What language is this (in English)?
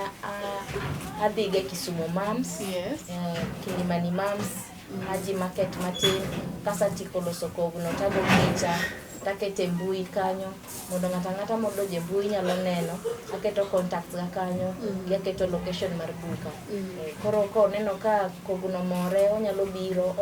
Luo (Kenya and Tanzania)